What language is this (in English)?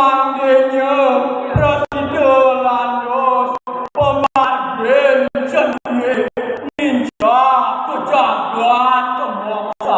Balinese